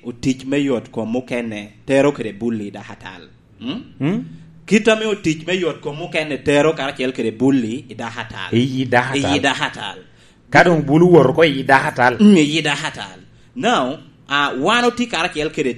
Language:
Lango (Uganda)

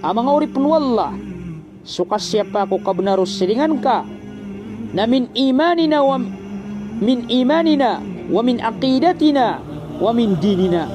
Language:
Maranao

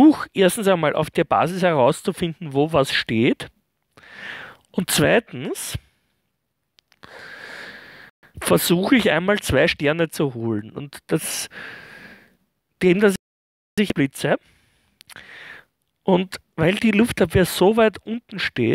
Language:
German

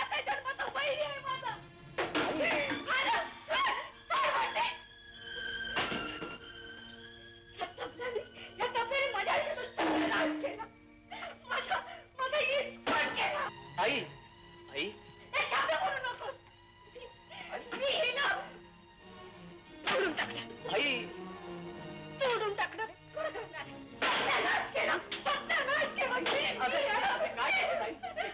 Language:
Marathi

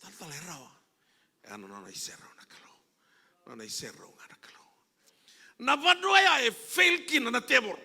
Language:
Fijian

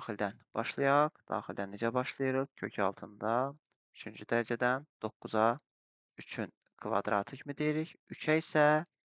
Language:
Azerbaijani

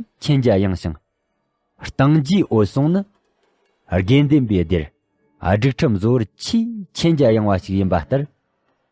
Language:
Tibetan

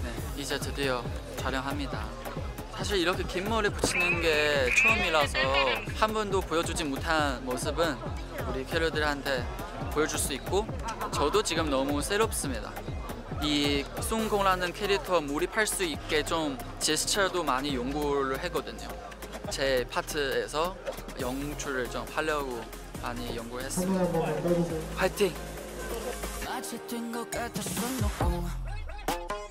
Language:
Korean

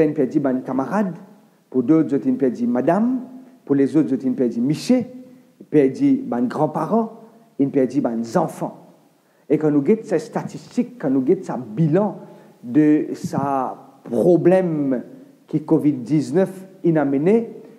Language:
Morisyen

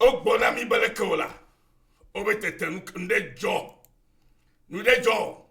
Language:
Ewe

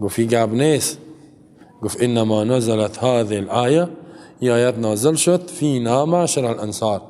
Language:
Persian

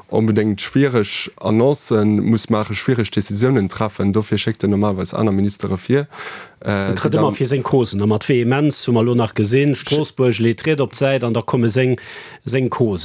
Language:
Luxembourgish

